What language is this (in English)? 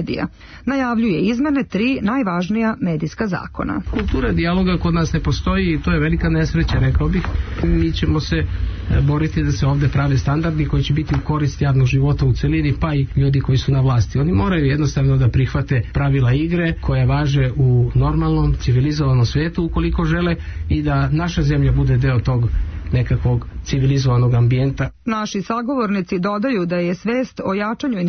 Serbian